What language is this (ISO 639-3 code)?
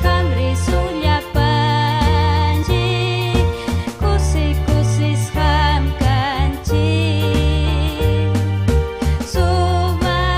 quy